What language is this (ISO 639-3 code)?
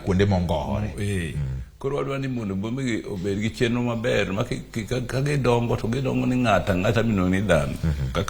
luo